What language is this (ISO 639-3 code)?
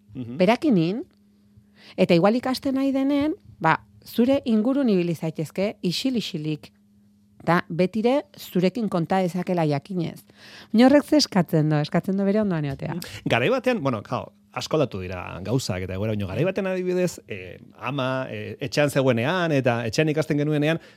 eus